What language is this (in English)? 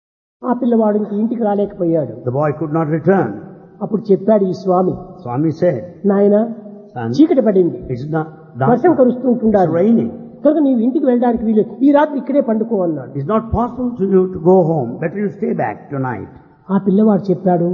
Telugu